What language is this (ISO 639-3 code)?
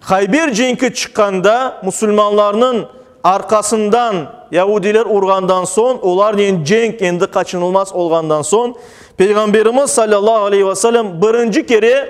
crh